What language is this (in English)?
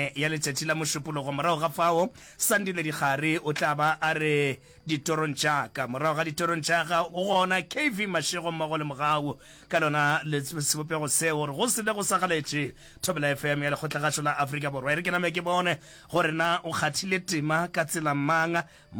Northern Sotho